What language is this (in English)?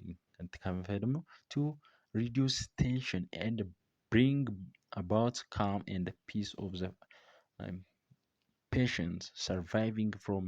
Oromo